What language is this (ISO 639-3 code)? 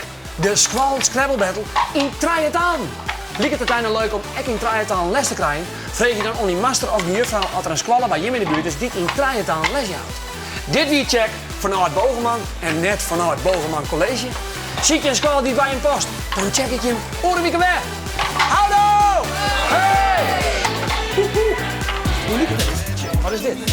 fry